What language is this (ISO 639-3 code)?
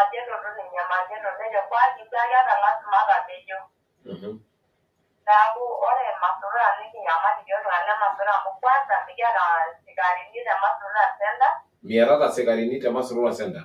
mas